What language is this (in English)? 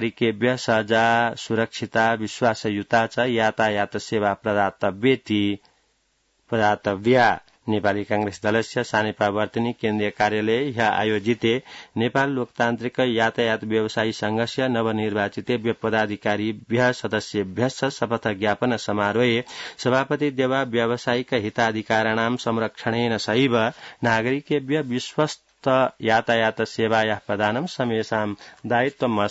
Sanskrit